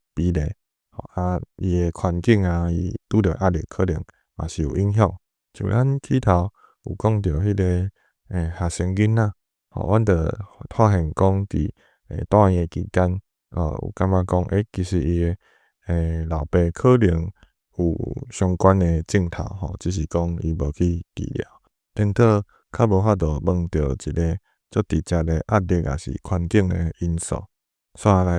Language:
Min Nan Chinese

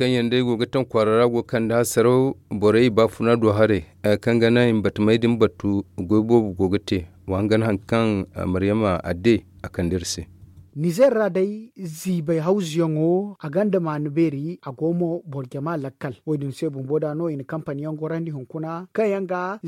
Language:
Zarma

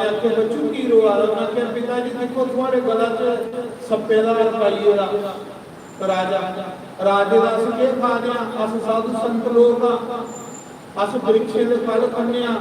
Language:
Dogri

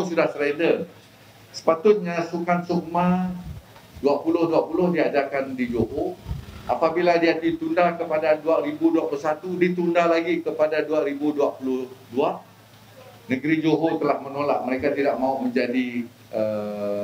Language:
Malay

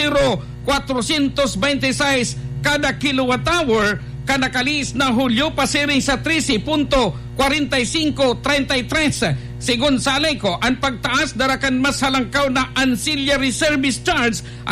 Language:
Bikol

